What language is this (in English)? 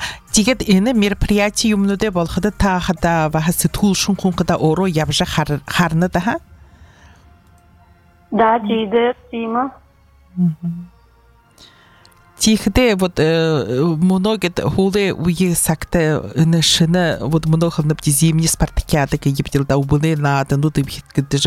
Buriat